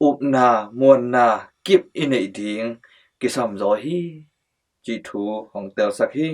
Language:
Tedim Chin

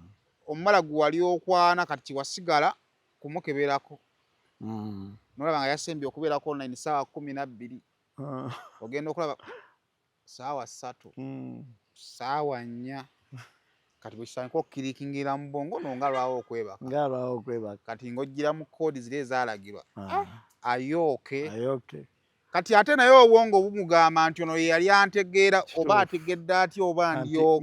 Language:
Ganda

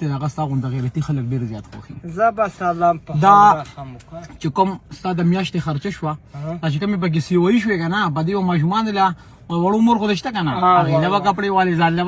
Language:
Pashto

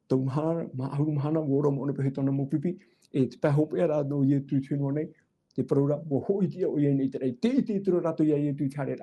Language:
Tahitian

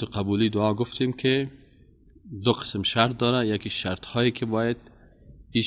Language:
Persian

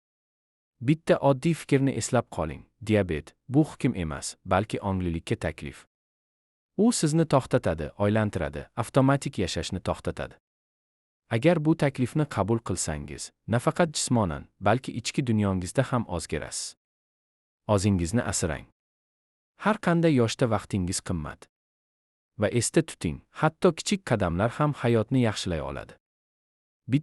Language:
Uzbek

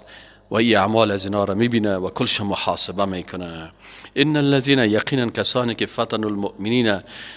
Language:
Persian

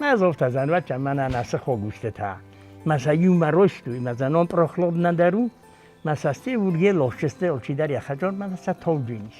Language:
Ossetic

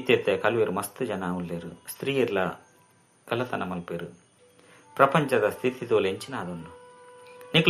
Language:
Tulu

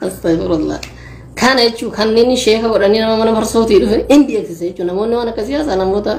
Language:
Oromo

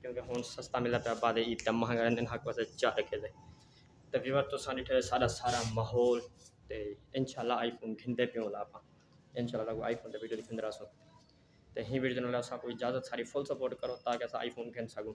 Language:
Saraiki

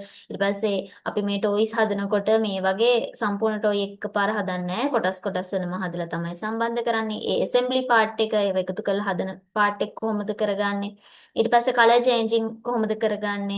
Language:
Sinhala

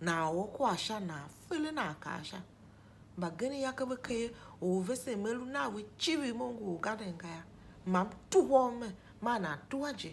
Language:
Tiv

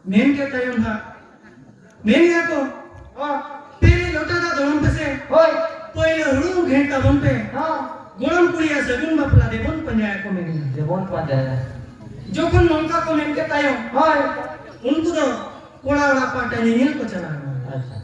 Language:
Santali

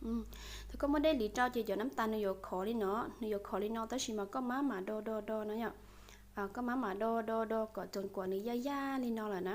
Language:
Hmong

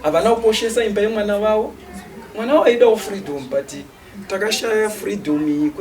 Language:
Shona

